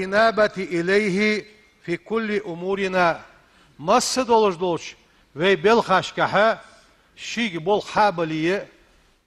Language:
Ingush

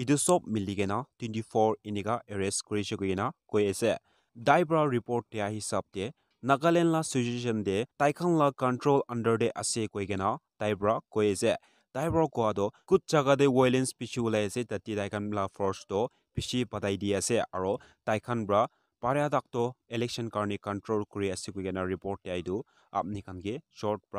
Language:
Naga Pidgin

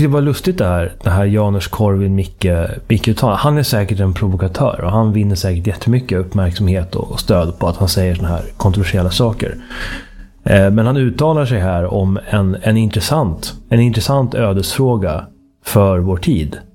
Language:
Swedish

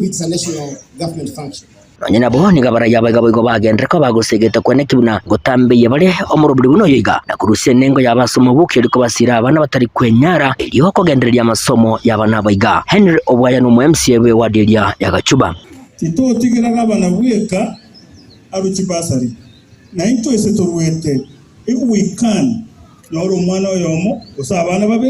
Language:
Gusii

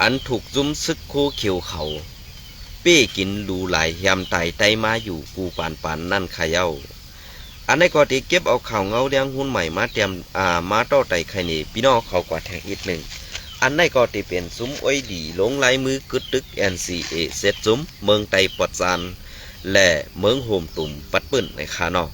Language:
Shan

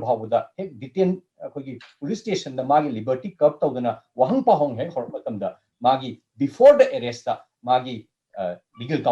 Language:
Manipuri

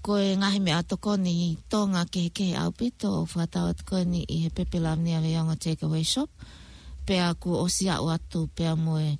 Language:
Tongan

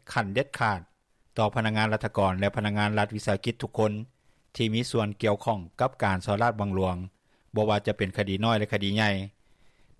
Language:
Lao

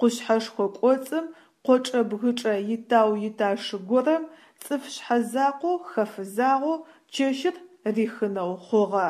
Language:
Adyghe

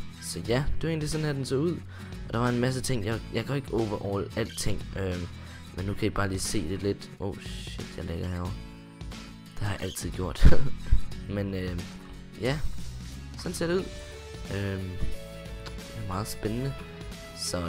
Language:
Danish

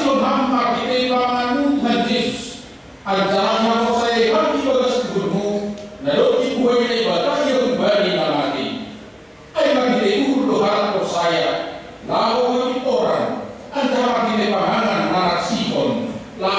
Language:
Batak Simalungun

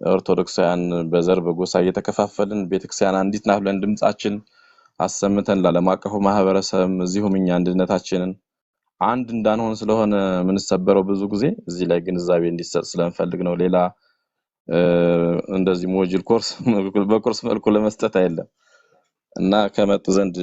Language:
Amharic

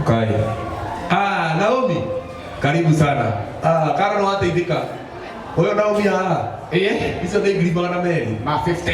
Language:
Kikuyu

